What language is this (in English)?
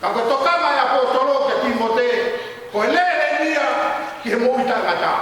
Tongan